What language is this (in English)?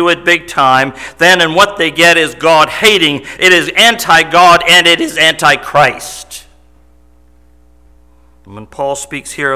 English